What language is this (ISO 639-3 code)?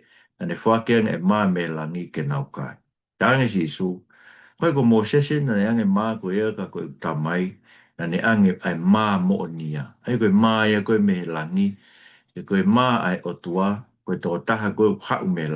ton